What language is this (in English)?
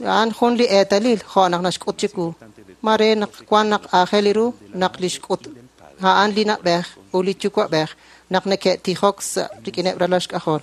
Kekchí